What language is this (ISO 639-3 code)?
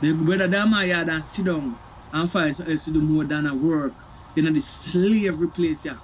jam